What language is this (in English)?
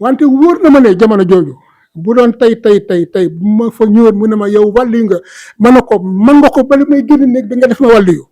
Wolof